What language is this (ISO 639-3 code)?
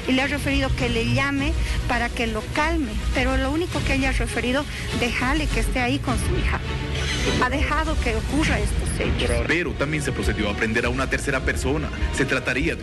spa